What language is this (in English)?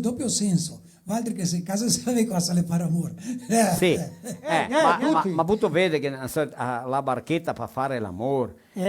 Venetian